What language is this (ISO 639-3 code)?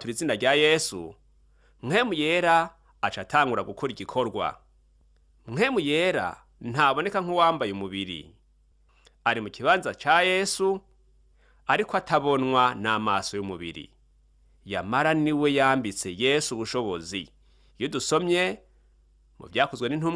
run